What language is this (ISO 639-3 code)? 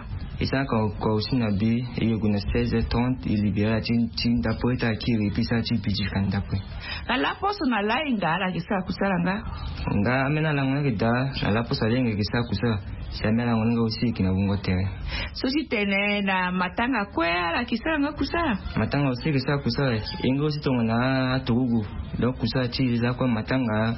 sag